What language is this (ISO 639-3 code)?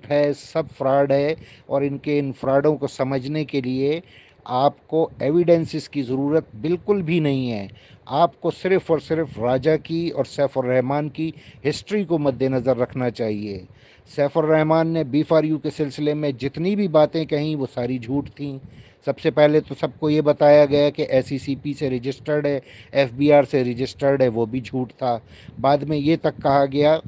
urd